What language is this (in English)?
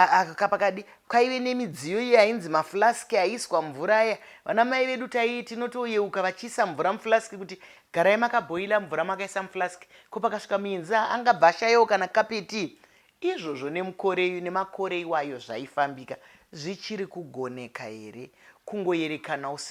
Shona